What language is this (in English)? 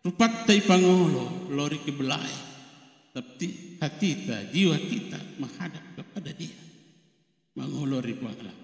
Buginese